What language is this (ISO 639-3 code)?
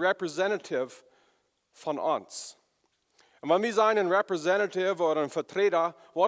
pdt